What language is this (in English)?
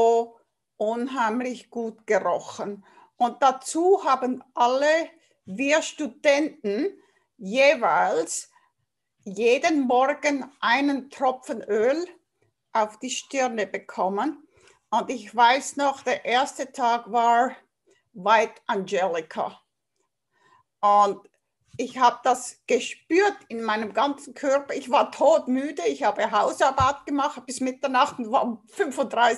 German